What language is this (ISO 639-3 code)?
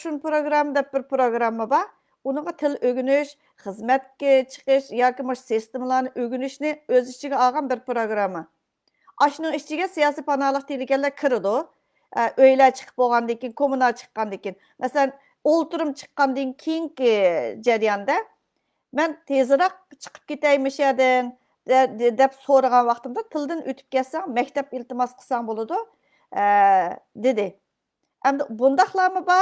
uig